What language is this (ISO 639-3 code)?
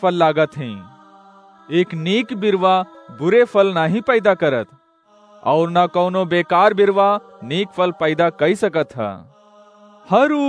awa